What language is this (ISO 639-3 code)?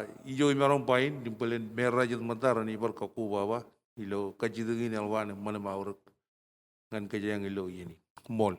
mah